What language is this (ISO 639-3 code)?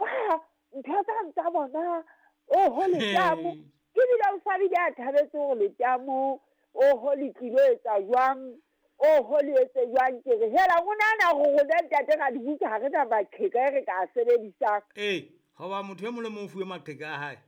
sot